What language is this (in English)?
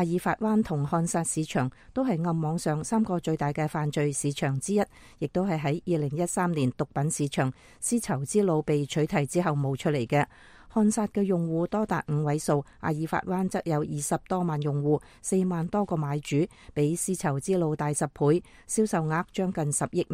Cantonese